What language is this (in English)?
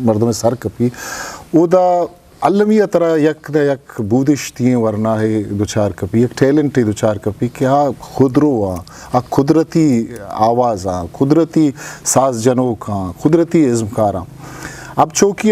Eastern Balochi